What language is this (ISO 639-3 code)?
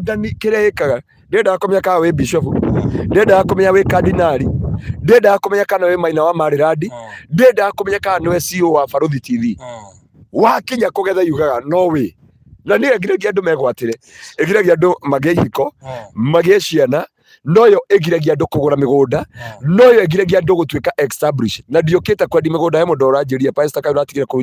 kik